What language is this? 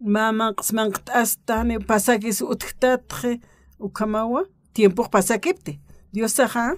Aymara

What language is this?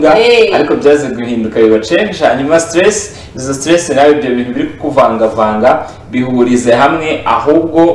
Kinyarwanda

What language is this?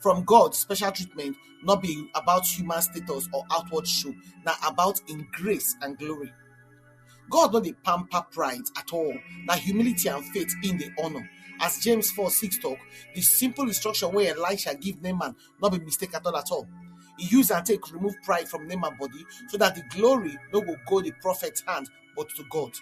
Nigerian Pidgin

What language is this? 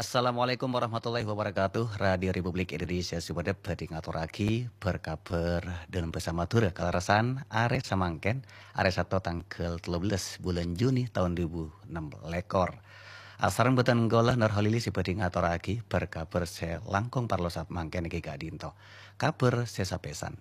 Madurese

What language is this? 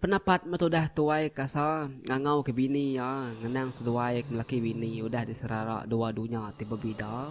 Iban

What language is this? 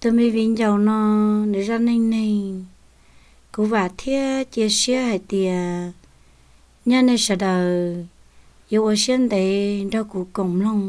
Hmong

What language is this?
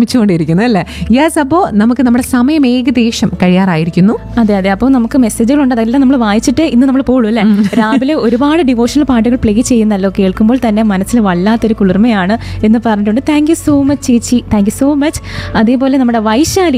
Malayalam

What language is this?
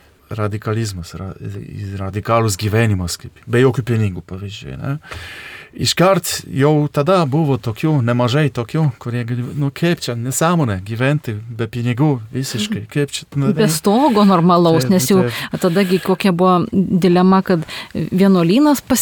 Lithuanian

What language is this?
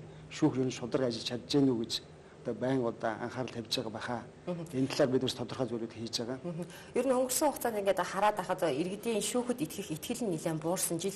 Mongolian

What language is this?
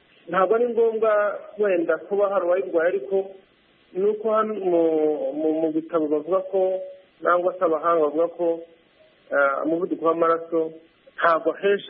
Kinyarwanda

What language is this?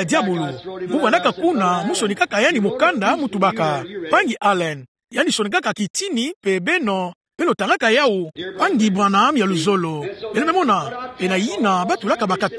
Kituba (Democratic Republic of Congo)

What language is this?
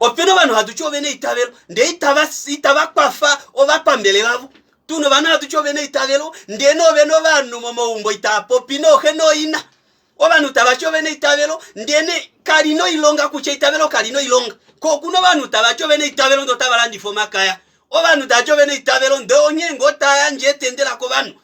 Kuanyama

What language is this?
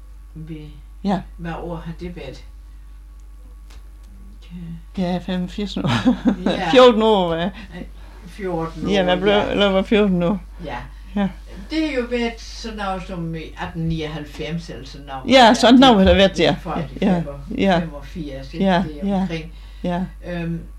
Danish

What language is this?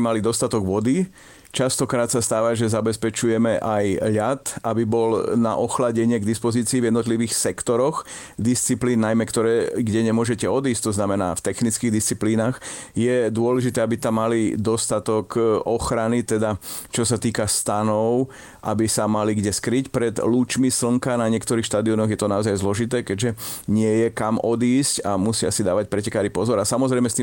Slovak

